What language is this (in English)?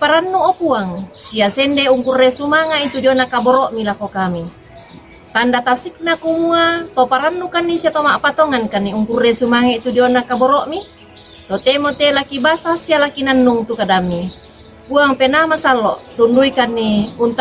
Toraja-Sa'dan